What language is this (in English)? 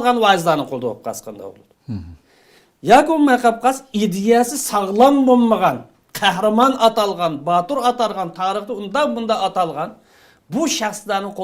Uyghur